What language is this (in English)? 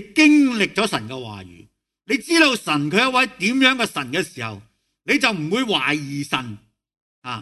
Cantonese